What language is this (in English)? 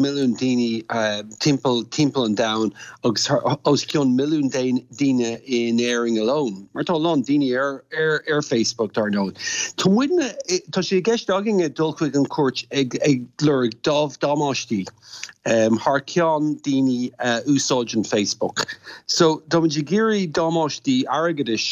Irish